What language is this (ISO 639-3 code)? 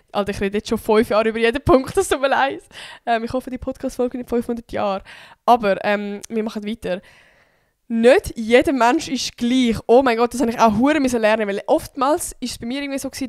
gsw